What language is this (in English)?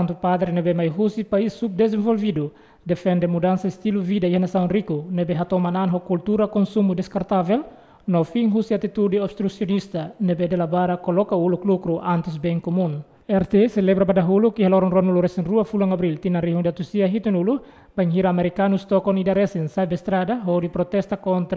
Tetum